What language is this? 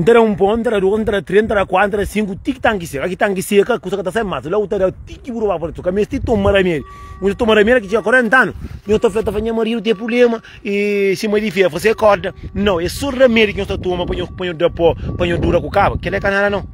Kabuverdianu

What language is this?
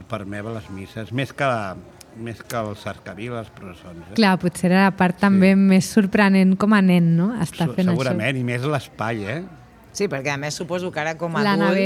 Catalan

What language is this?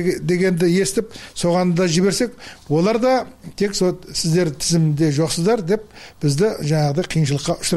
Kyrgyz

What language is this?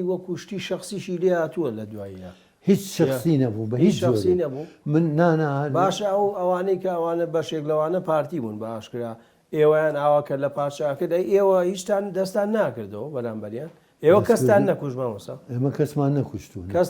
Central Kurdish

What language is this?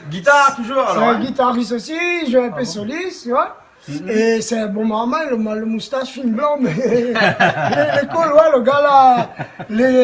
Réunion Creole French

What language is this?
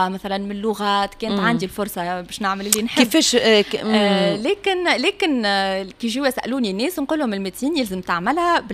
Tunisian Arabic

